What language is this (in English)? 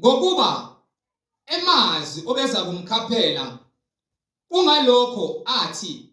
Zulu